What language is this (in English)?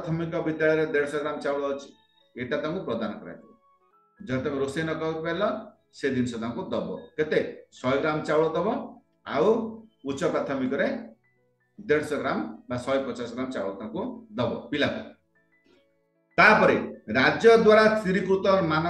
Odia